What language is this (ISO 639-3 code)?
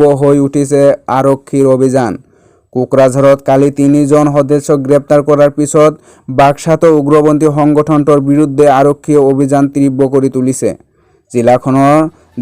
asm